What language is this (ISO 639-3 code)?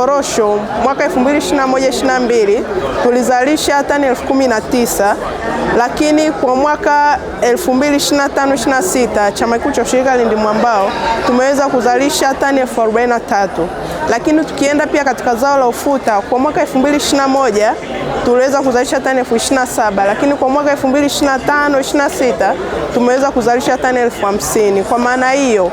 swa